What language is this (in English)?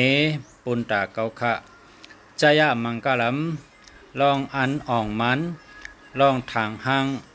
Shan